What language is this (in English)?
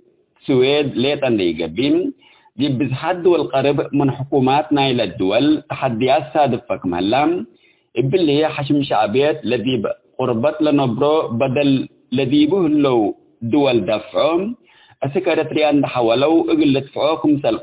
Tigre